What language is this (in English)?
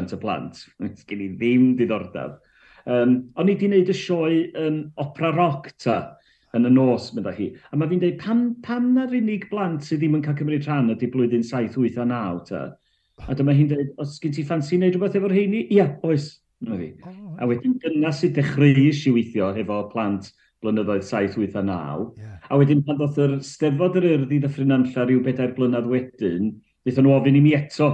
Welsh